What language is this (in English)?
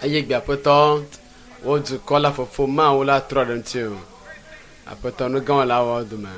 Ewe